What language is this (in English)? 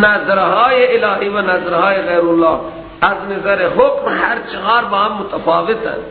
Persian